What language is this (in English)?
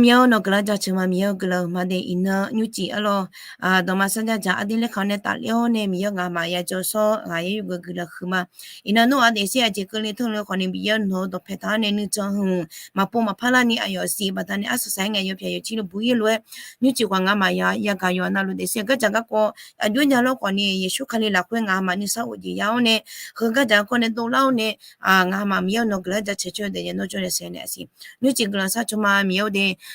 Akha